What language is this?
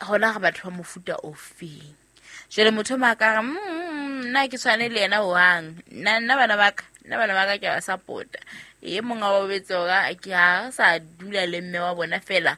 Southern Sotho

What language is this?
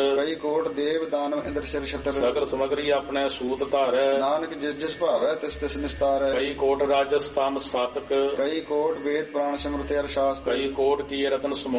Punjabi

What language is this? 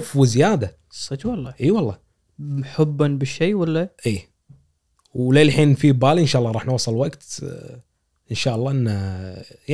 Gulf Arabic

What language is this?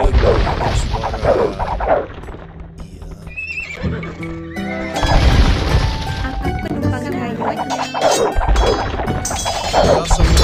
Malay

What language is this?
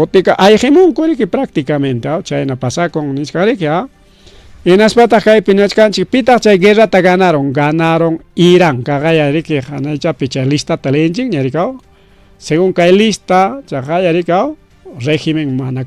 Ayacucho Quechua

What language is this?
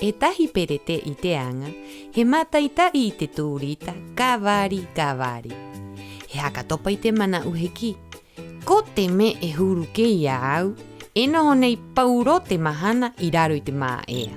Rapanui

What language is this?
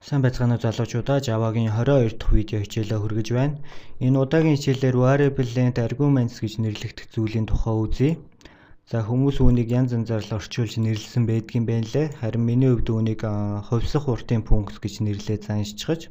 Mongolian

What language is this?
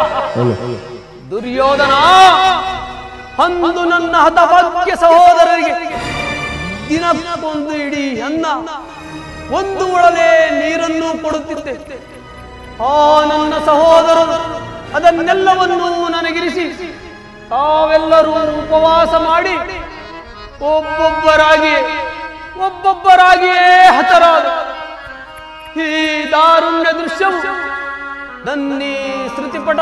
Kannada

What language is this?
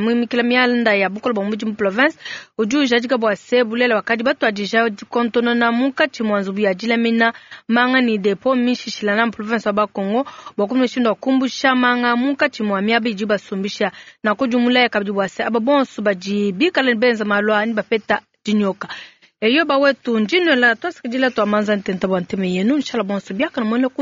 Luba-Lulua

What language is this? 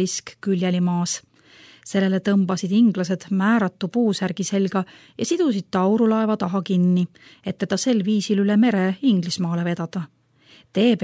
Estonian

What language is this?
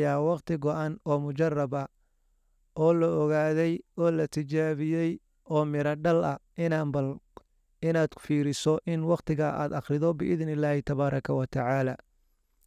Somali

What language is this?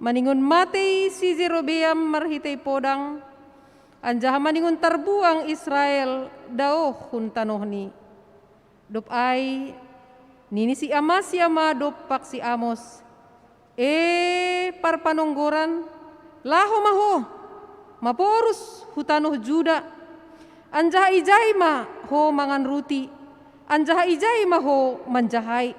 Batak Simalungun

